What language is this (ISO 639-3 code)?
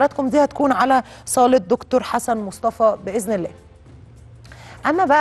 arz